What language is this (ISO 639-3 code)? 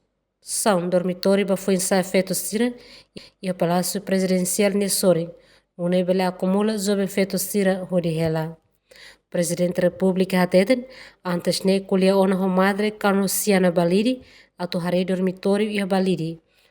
tet